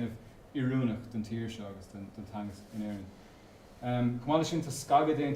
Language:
Irish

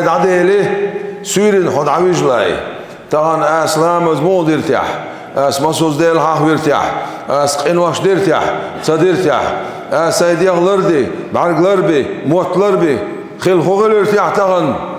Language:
Chechen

